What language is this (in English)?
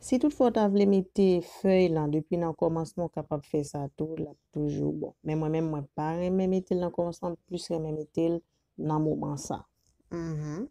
Haitian Creole